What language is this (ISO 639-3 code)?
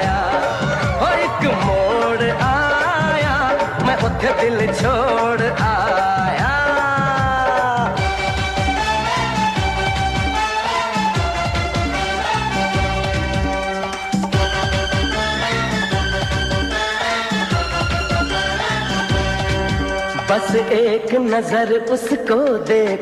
hin